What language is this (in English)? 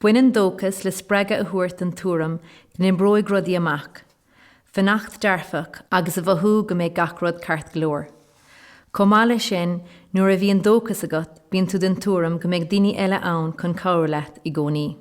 Irish